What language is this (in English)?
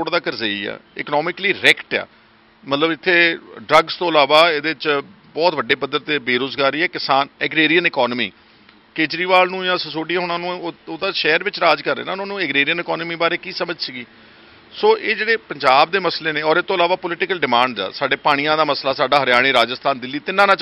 Punjabi